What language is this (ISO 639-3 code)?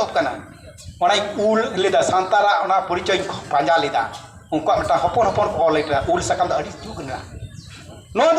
sat